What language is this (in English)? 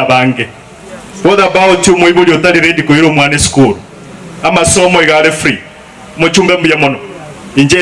Gusii